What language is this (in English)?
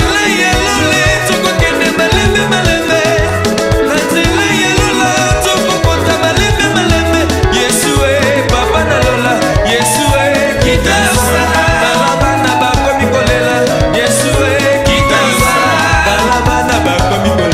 Tetela